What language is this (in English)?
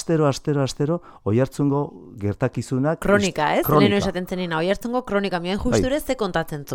Basque